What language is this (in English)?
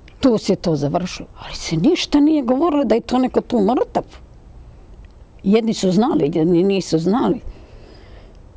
Serbian